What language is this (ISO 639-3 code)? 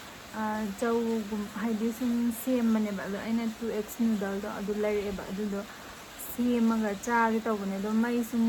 mni